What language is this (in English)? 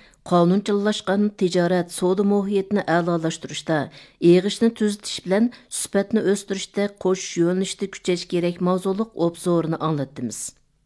Uyghur